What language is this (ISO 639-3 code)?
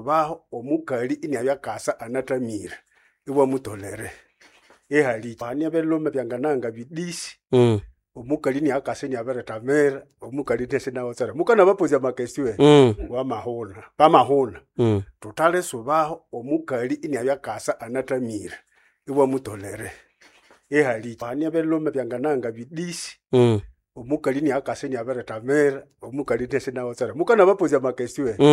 nnb